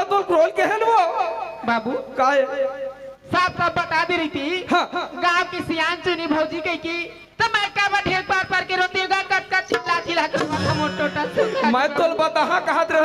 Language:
Chhattisgarhi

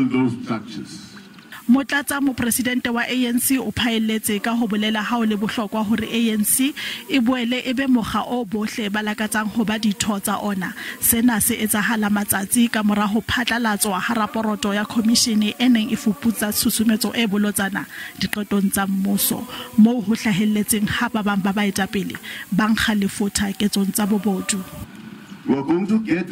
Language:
Southern Sotho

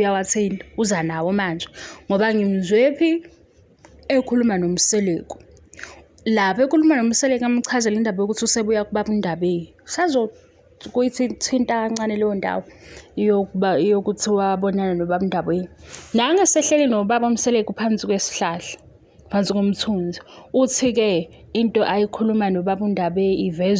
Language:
Zulu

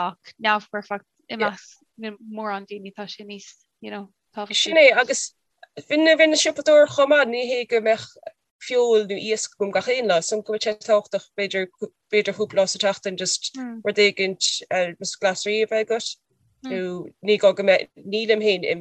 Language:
Irish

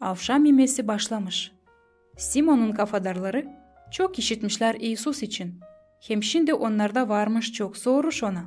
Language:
Gagauz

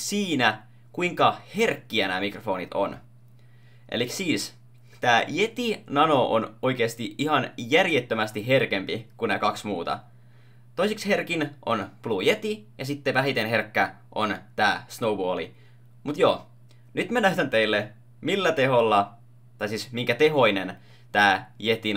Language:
Finnish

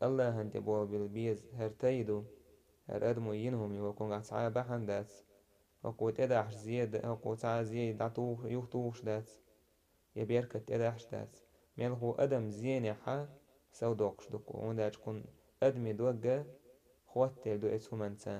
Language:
Chechen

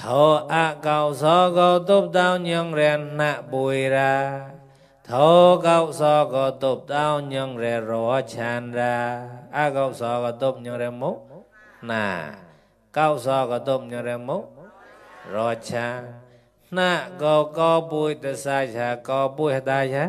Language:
Mon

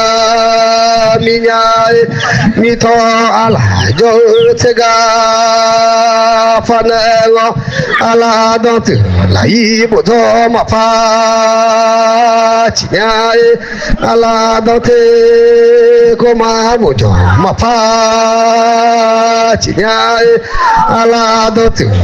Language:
Akha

